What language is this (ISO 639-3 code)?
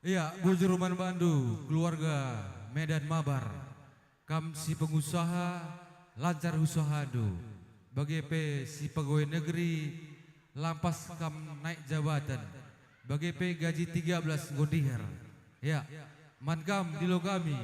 btx